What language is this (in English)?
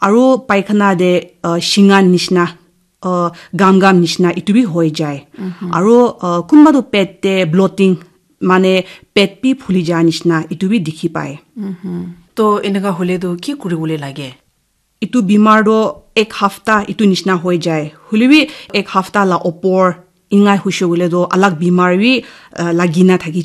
Naga Pidgin